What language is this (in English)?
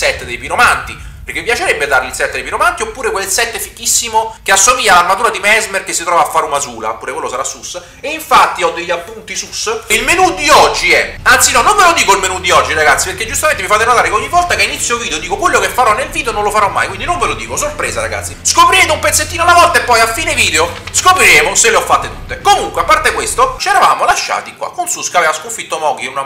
Italian